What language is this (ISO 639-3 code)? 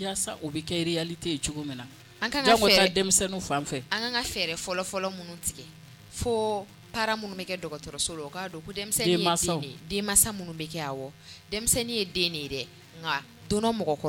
bam